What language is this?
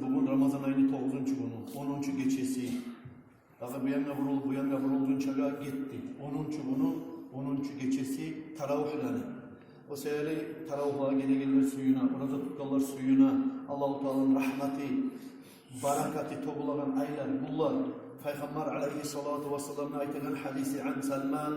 Kumyk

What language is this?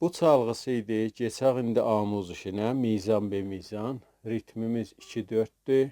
South Azerbaijani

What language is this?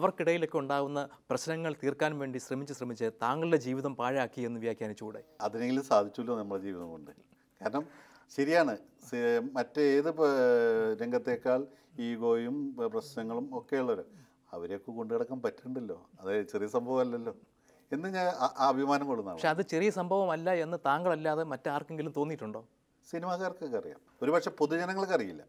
Malayalam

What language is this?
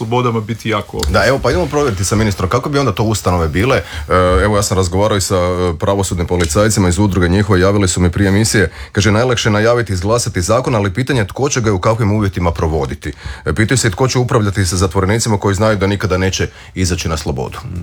Croatian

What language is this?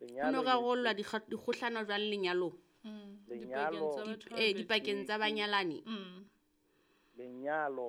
Southern Sotho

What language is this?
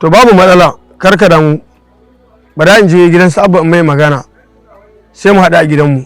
Hausa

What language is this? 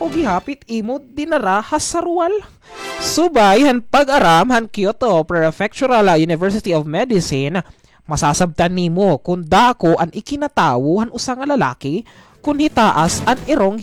Waray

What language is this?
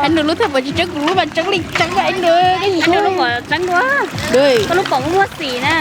Hmong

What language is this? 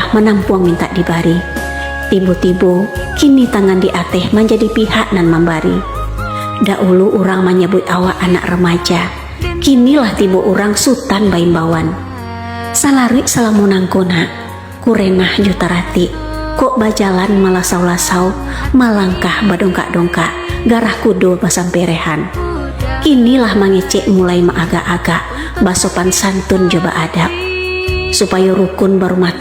Minangkabau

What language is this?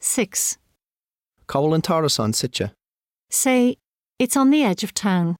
Irish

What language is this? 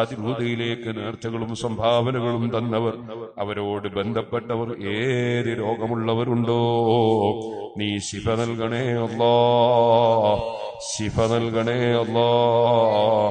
Malayalam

